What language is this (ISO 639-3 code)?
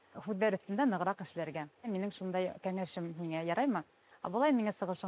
bak